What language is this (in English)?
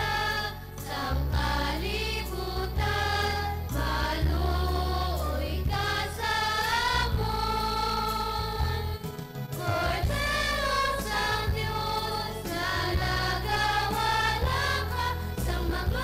Hiligaynon